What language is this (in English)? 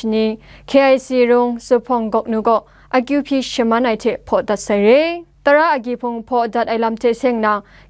Kachin